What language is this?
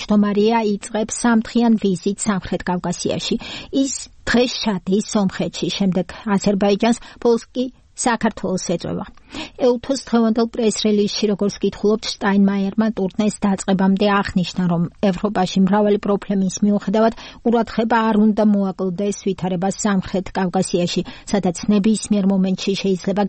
Georgian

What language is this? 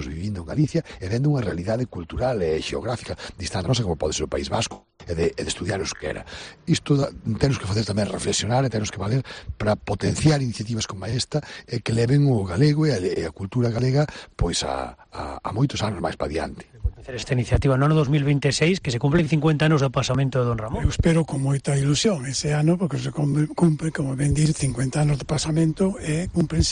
Galician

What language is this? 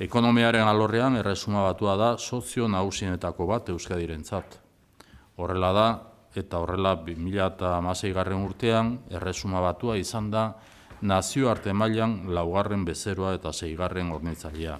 Basque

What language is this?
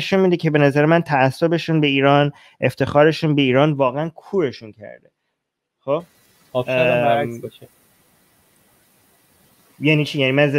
Persian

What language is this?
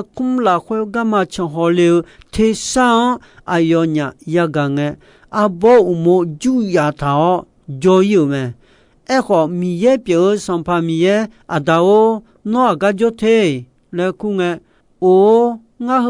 Akha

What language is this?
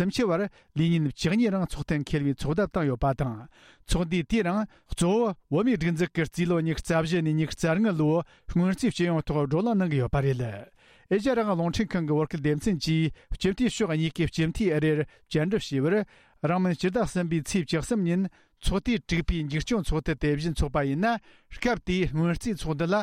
Tibetan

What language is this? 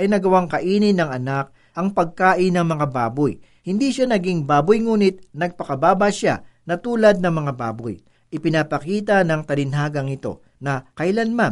Filipino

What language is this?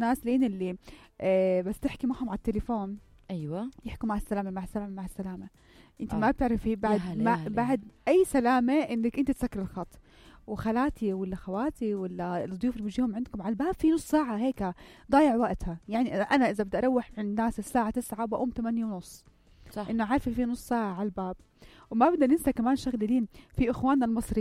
North Levantine Arabic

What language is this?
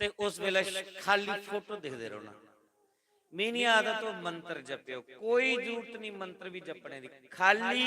Dogri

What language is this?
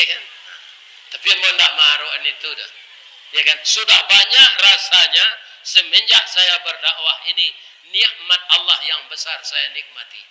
Minangkabau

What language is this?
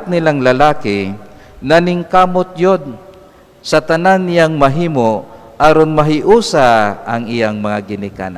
Cebuano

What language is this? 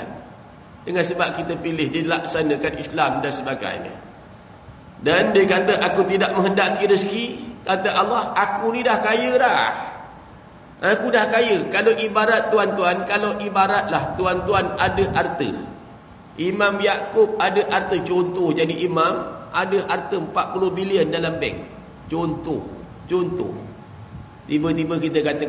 Malay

